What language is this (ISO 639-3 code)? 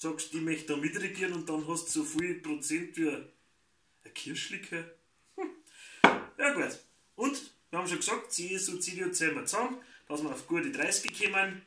bar